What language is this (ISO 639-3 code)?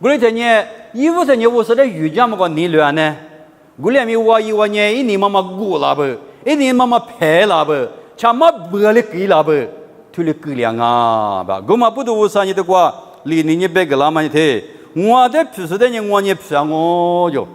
lis